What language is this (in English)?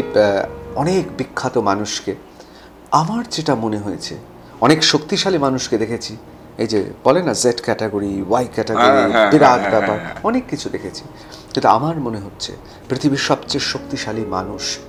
Bangla